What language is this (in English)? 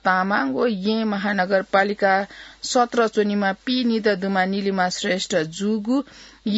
Newari